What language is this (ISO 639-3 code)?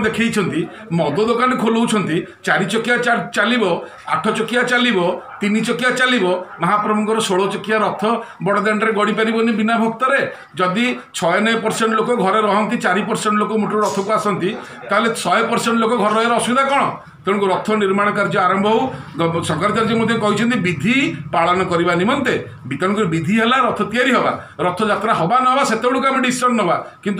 ori